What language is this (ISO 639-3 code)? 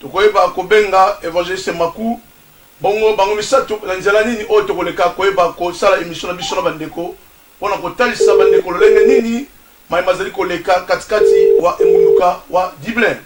lin